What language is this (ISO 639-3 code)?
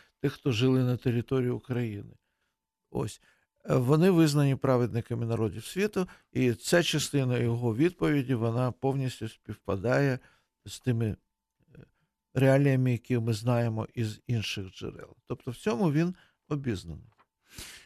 ukr